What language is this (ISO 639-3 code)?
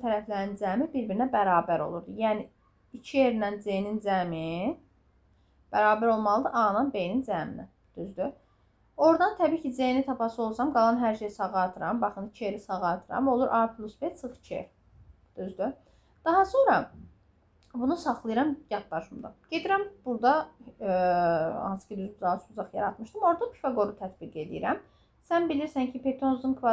aze